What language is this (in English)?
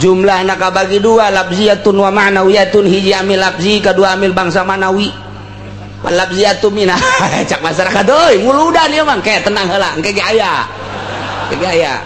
Sundanese